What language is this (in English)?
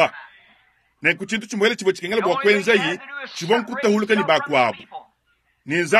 Luba-Lulua